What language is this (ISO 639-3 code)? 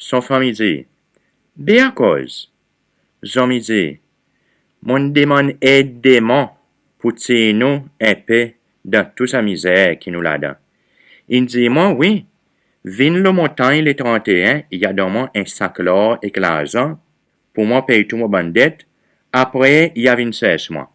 crs